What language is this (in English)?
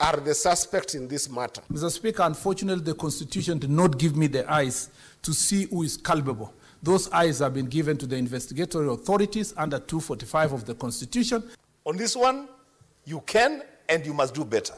Kamba